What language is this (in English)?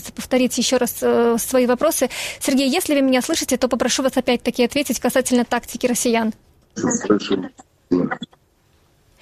Russian